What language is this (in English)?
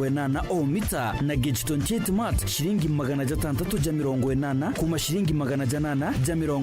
Meru